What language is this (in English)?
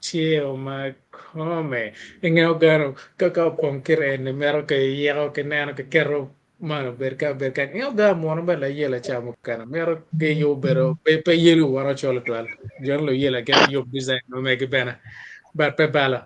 Acoli